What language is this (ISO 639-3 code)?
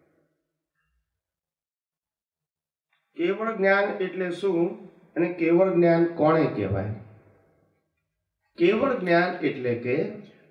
guj